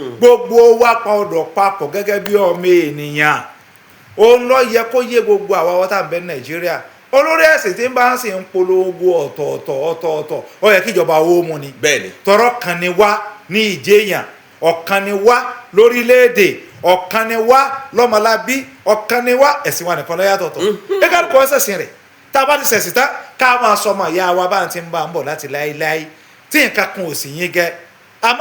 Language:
Yoruba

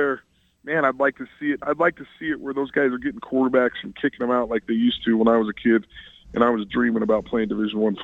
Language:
English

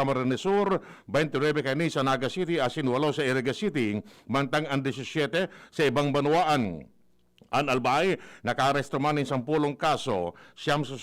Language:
Bikol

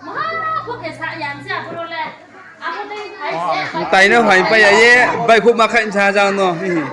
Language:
Riang (India)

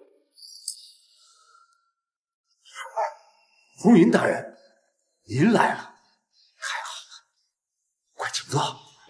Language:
Chinese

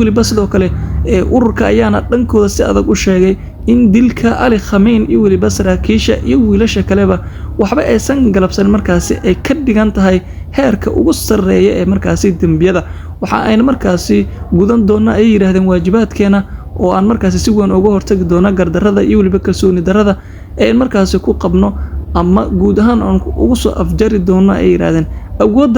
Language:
Somali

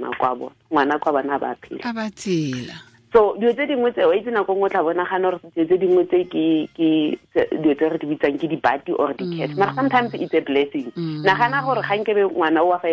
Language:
Tswana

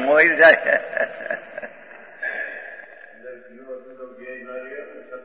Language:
Gujarati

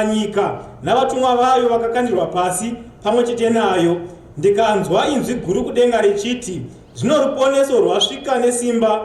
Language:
Shona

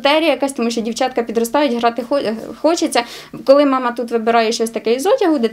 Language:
Ukrainian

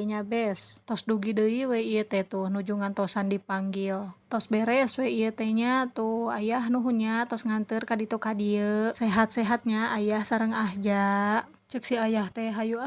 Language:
Sundanese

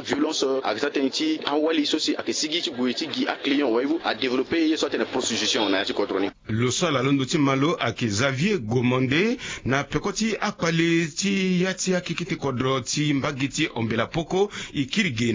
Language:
Sango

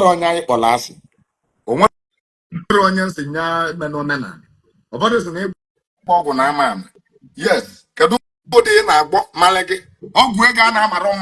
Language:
Igbo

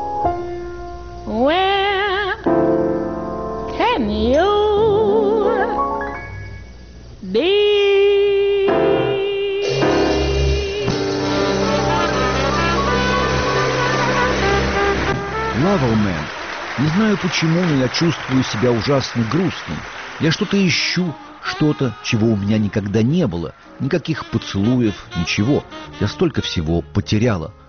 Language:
Russian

